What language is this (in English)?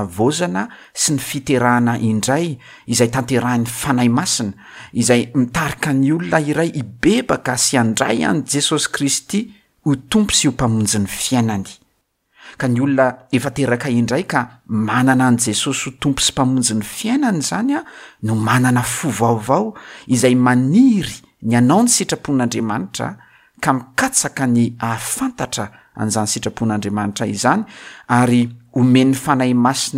Malagasy